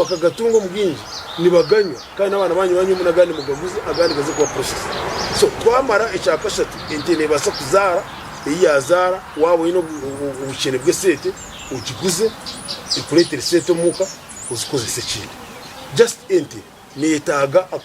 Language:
Nyankole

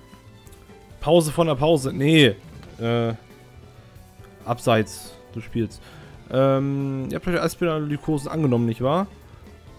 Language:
German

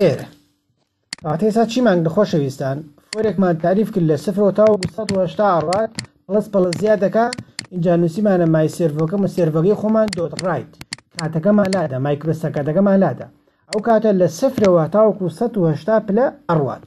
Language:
Central Kurdish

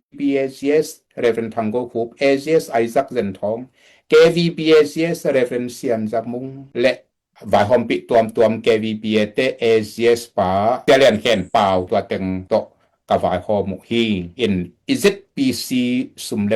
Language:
Tedim Chin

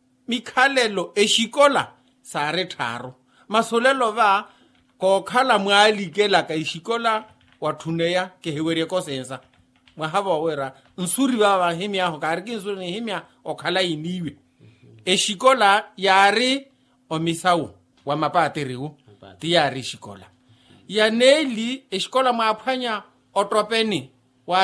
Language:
Makhuwa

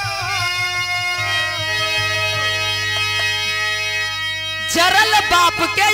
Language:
Bhojpuri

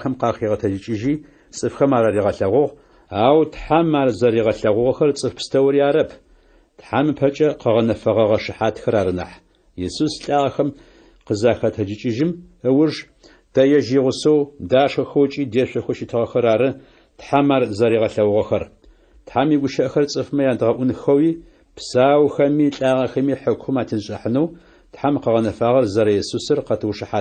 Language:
Adyghe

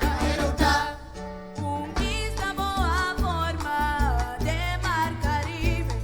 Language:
Papiamento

